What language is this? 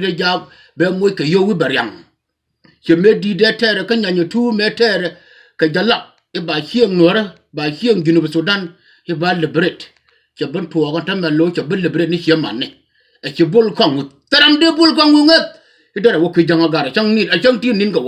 Nuer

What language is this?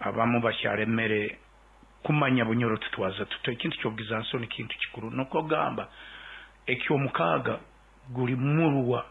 Nyoro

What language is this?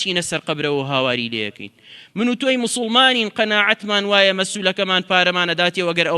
Central Kurdish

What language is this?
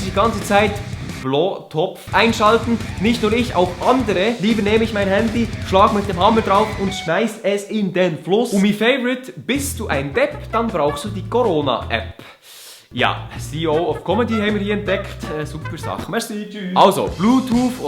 Swiss German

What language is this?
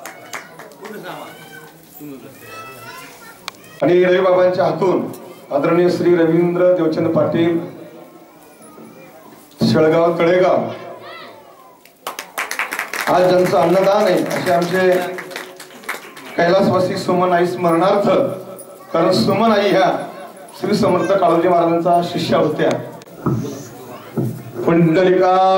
Marathi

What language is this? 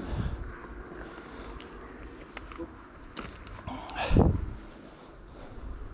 Romanian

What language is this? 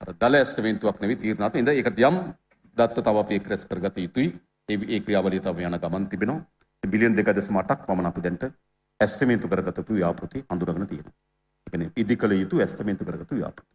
Sinhala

